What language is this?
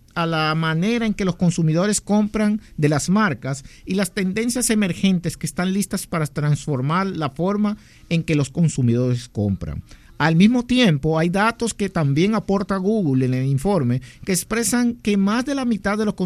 Spanish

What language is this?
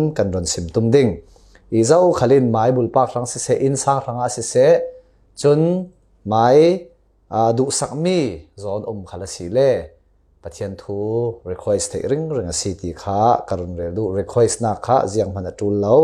Falam Chin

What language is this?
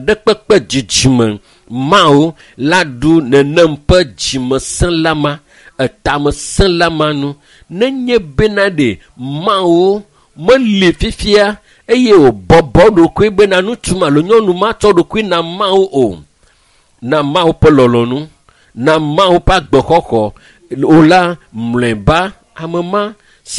Ewe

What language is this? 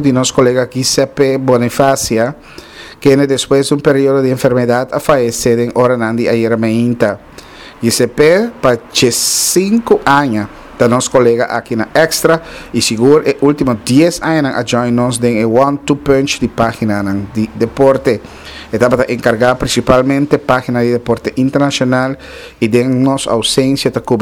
Papiamento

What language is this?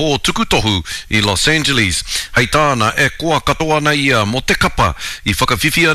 Māori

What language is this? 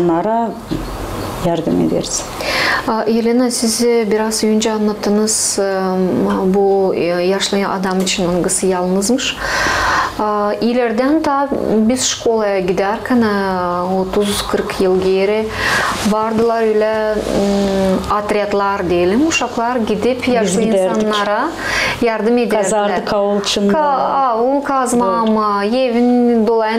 Gagauz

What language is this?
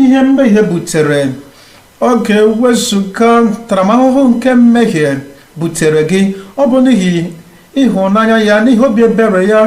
Igbo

